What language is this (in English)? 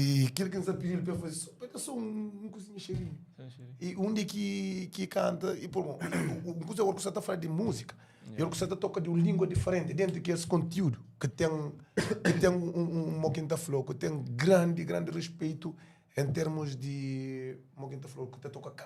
Kabuverdianu